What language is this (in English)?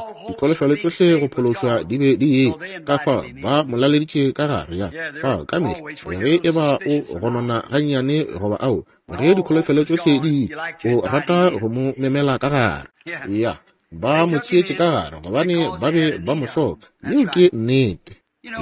Northern Sotho